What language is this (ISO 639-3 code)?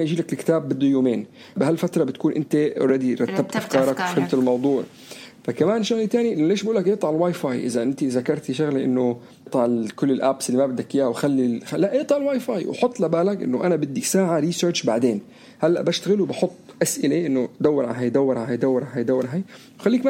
apc